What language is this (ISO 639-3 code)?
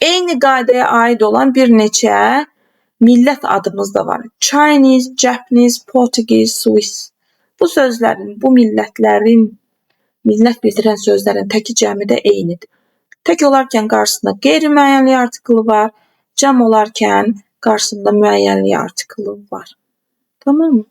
aze